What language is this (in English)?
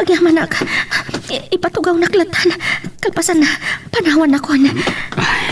Iloko